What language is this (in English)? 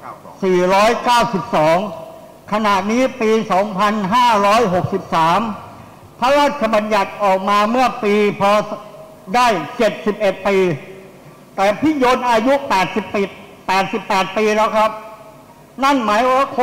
Thai